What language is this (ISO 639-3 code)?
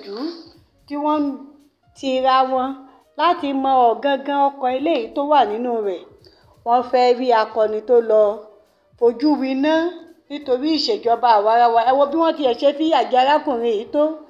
yor